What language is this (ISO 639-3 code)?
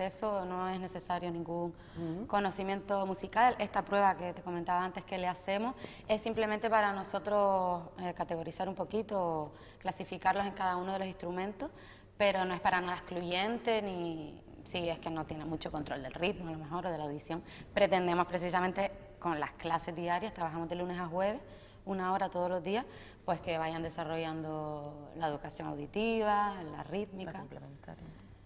spa